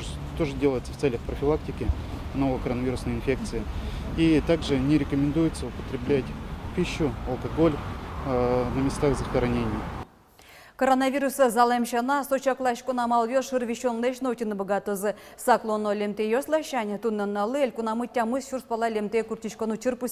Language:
Udmurt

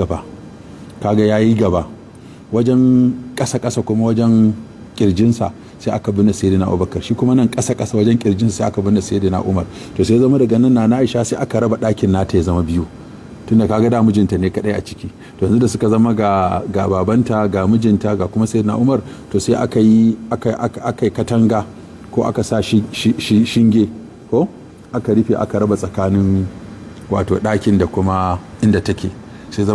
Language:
Hausa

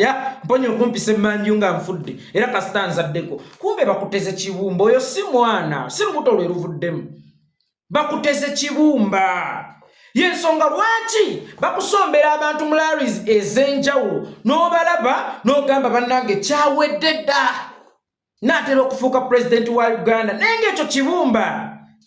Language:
Ganda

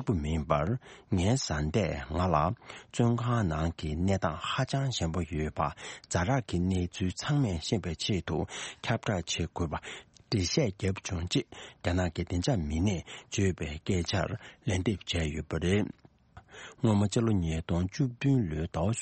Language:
Tibetan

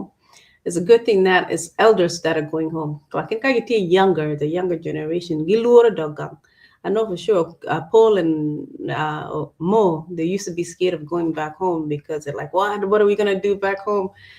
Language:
Acoli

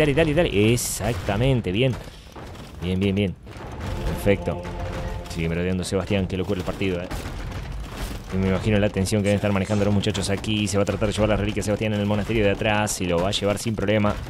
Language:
Spanish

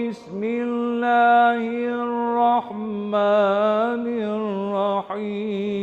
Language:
Balkan Romani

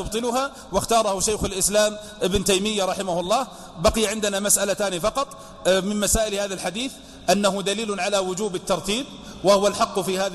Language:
Arabic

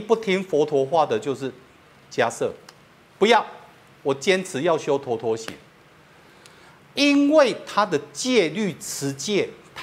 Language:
Chinese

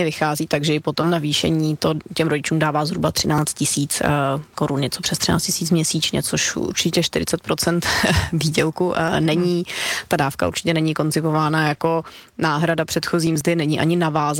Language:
Czech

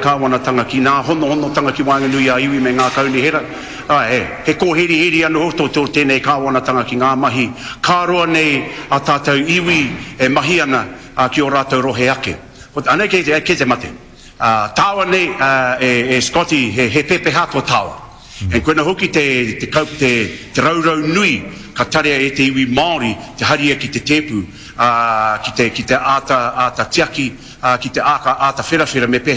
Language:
Māori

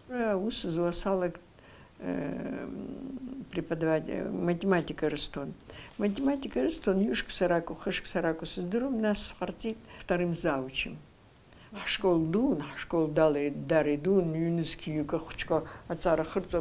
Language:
Abkhazian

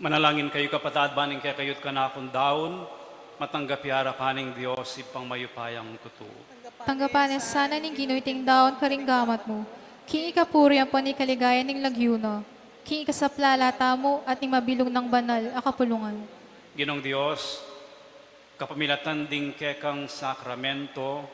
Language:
Pampanga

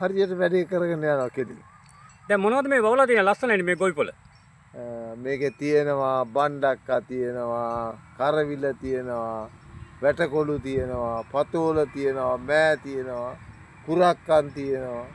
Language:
Sinhala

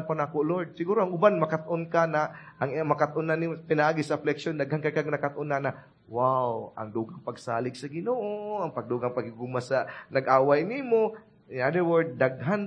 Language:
Cebuano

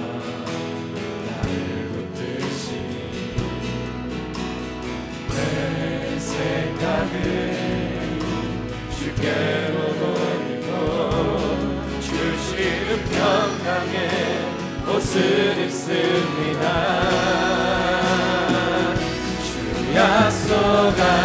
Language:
Korean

